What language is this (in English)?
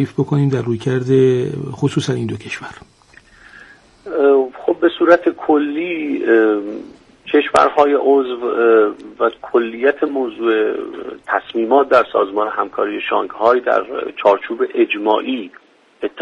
Persian